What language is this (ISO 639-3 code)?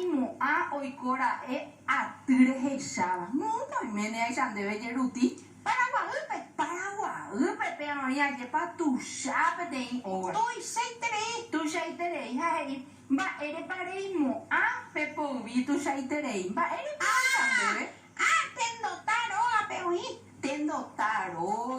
grn